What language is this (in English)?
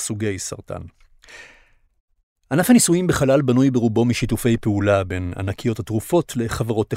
Hebrew